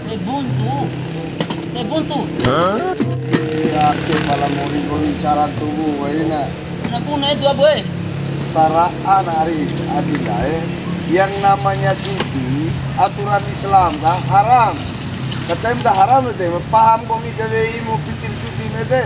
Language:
Bima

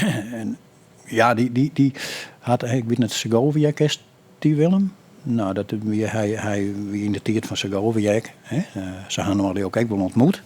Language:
Western Frisian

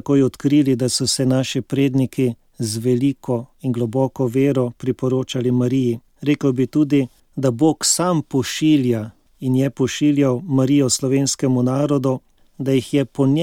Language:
Slovenian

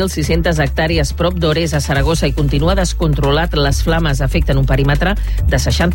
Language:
Catalan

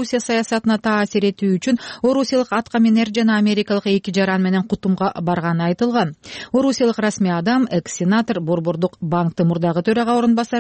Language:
Kyrgyz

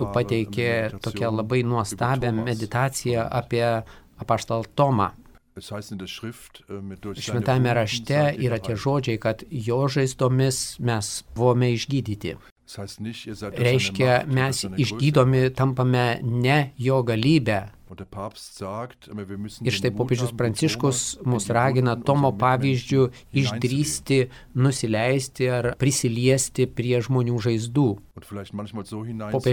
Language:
Lithuanian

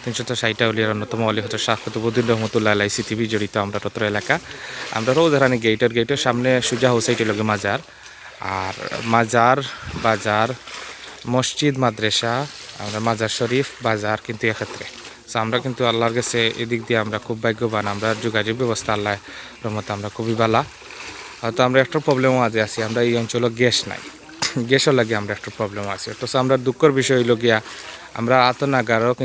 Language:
Sylheti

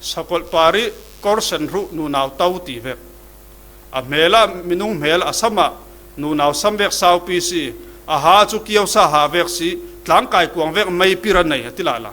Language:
Falam Chin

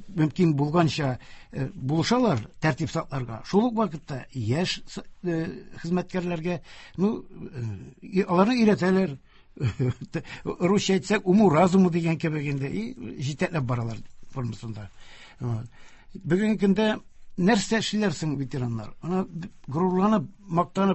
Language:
Tatar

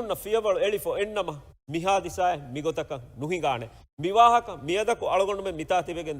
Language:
Divehi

